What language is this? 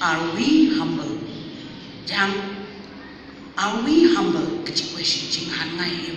Tangkhul Naga (India)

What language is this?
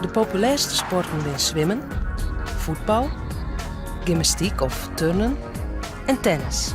Western Frisian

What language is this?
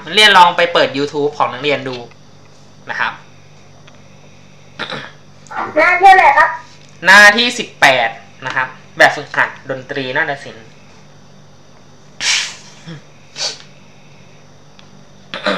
Thai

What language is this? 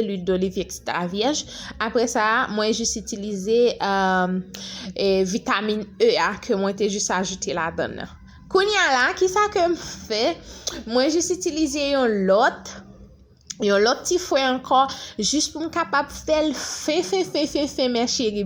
Haitian Creole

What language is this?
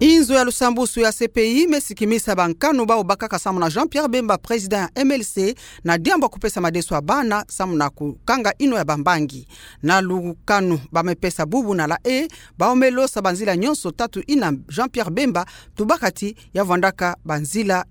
Kituba (Democratic Republic of Congo)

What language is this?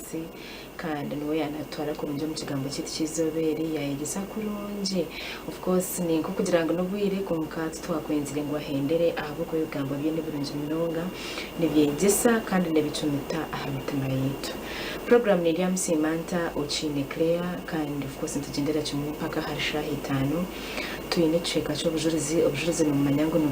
Nyankole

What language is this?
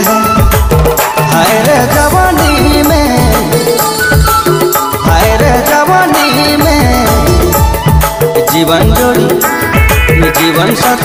Sadri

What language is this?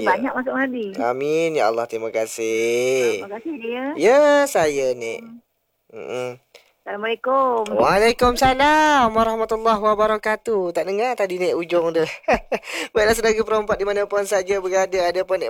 Malay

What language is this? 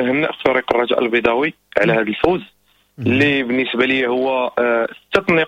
Moroccan Arabic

